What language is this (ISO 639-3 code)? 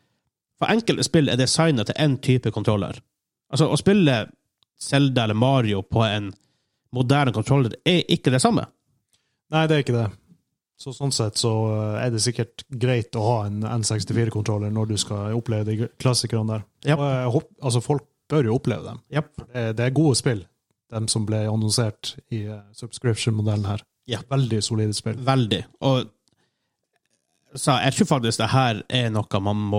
nor